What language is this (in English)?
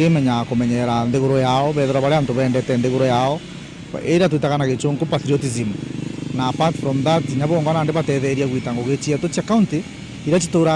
Meru